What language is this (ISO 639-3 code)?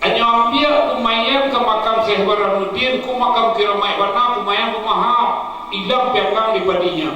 min